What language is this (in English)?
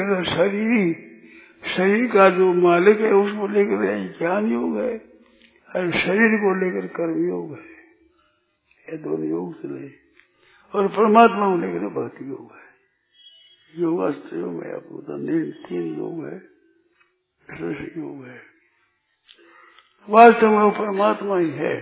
Hindi